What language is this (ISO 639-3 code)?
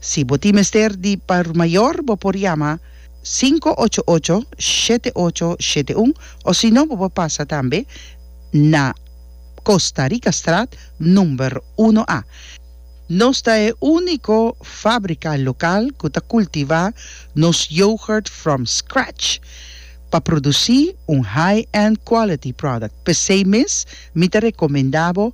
pap